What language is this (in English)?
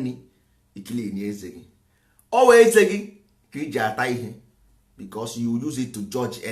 Igbo